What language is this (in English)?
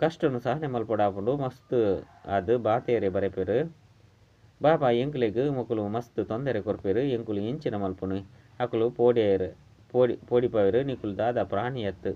Tulu